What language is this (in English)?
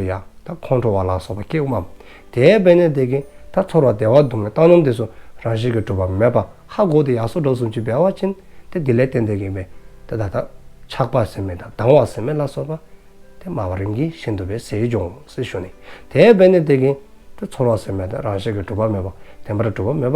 Dzongkha